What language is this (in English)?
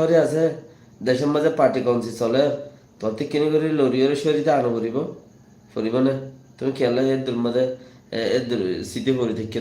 Rohingya